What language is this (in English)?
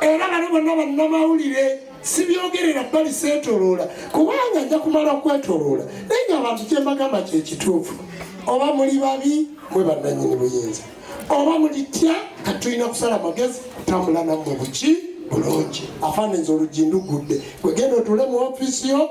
Ganda